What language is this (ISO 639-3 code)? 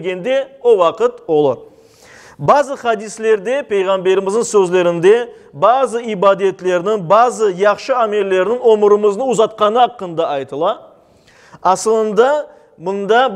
crh